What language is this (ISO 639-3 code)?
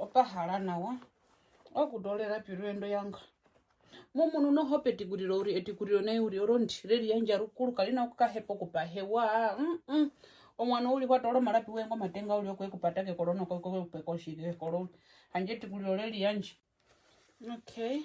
her